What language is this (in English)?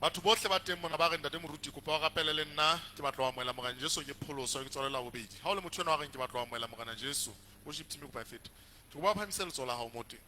Southern Sotho